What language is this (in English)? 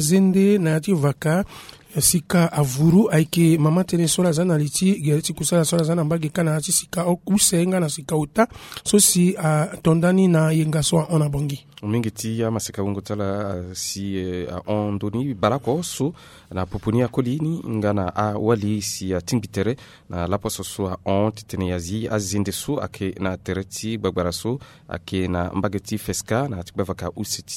Sango